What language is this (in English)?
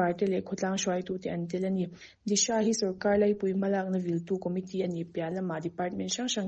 Mizo